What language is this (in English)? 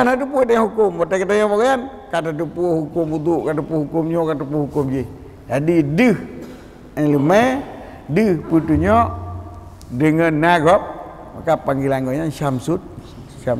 Achinese